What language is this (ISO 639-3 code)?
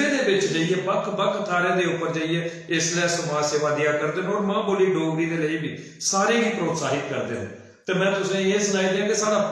doi